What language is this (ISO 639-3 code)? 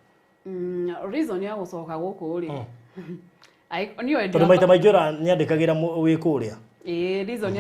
kik